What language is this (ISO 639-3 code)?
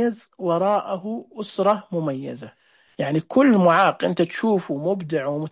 ars